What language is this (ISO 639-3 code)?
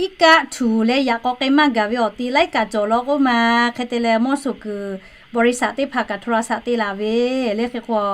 lhu